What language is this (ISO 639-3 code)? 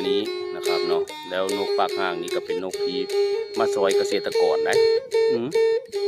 tts